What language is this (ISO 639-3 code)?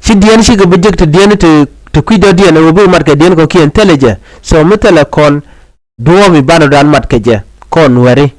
nus